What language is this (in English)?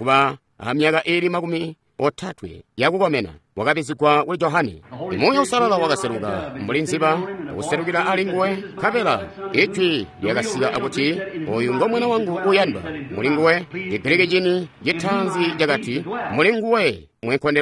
Tonga (Zambia)